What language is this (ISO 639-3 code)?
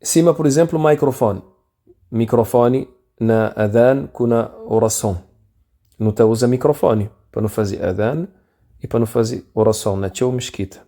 kea